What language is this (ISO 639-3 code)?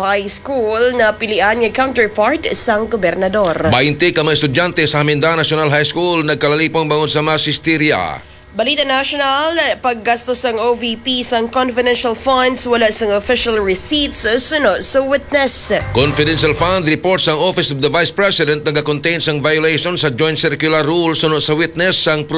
hil